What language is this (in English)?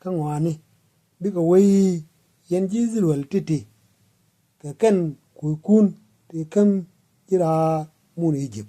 Nuer